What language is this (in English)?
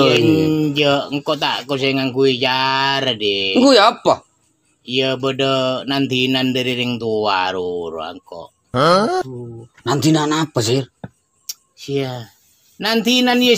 Madurese